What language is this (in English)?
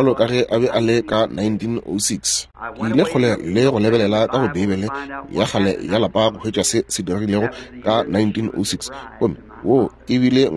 Northern Sotho